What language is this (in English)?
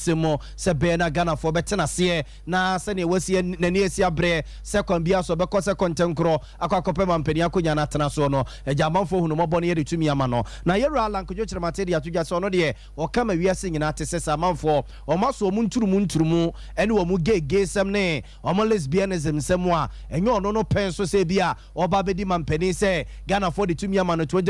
Akan